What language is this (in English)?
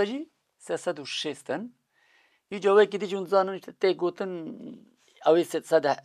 Kurdish